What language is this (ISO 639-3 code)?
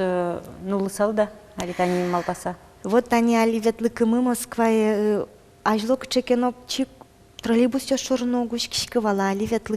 udm